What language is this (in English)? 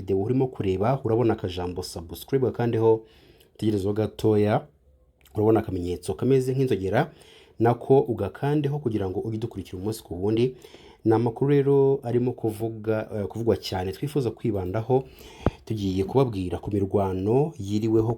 Kinyarwanda